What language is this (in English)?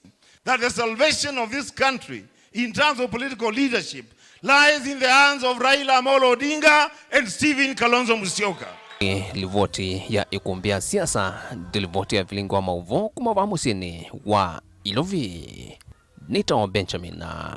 Kamba